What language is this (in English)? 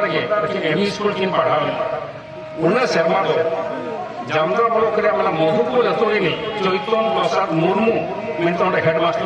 Santali